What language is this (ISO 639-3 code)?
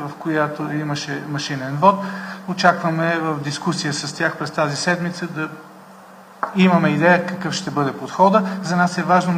bul